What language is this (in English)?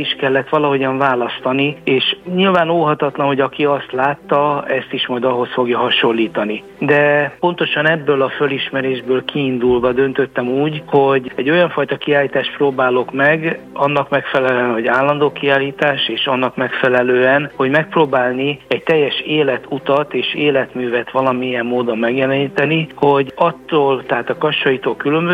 Hungarian